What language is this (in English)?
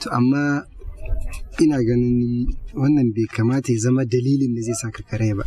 Hausa